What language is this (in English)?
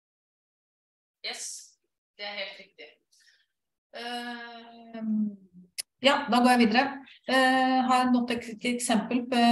Norwegian